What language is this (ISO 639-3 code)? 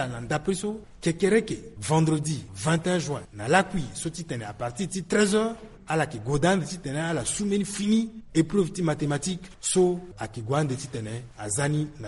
sag